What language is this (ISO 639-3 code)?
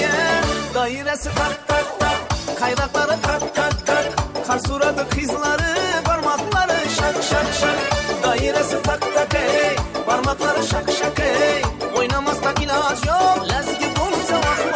kaa